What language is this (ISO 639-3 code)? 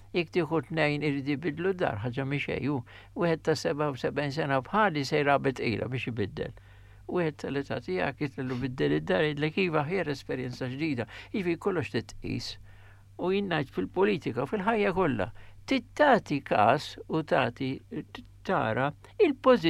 mlt